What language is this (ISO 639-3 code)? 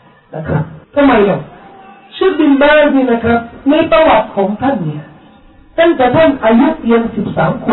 tha